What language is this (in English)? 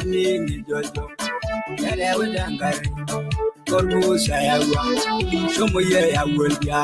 Masai